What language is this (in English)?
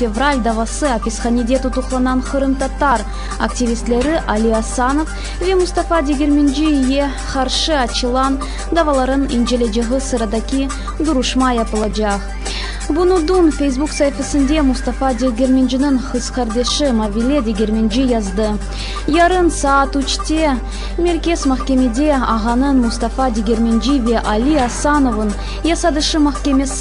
Crimean Tatar